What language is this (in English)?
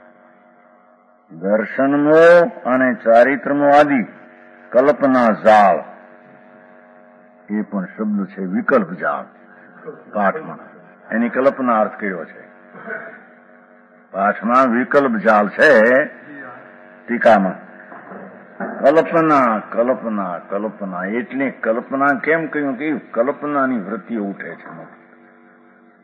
Gujarati